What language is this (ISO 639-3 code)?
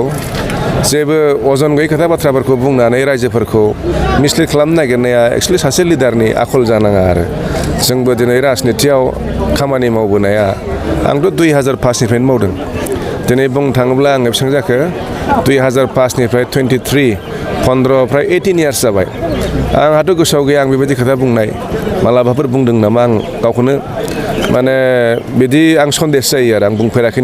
brx